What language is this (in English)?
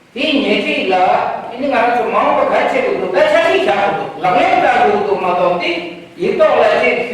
Tibetan